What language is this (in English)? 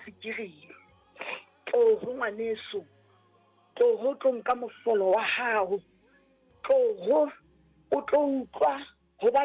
Southern Sotho